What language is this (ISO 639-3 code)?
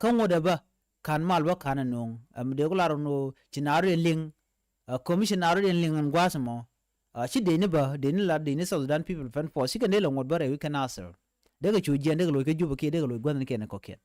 nus